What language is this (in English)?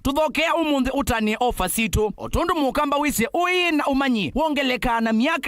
Kamba